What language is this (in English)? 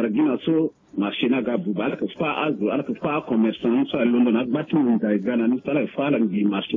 Sango